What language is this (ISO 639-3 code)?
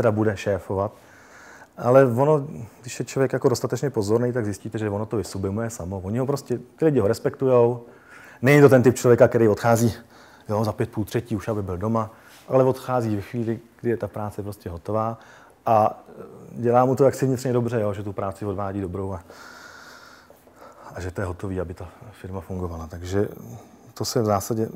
ces